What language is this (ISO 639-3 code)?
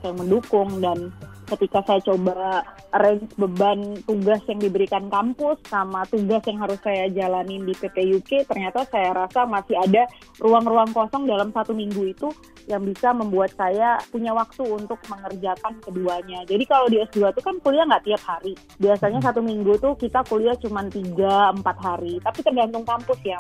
ind